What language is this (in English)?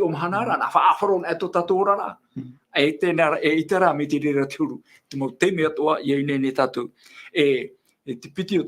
Tahitian